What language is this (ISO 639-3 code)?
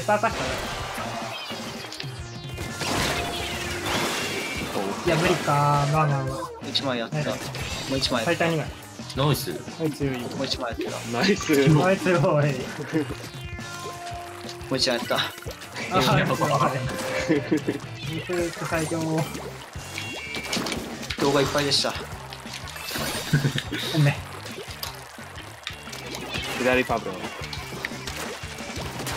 jpn